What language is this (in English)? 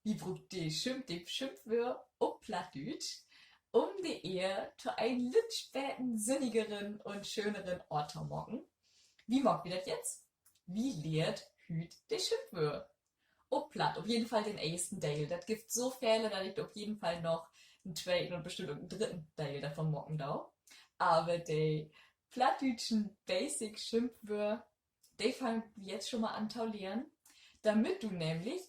Low German